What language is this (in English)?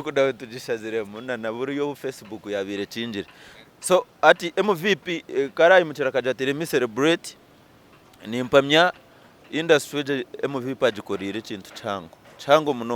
Nyankole